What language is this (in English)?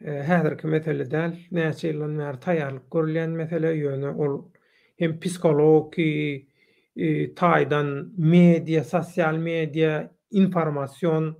Turkmen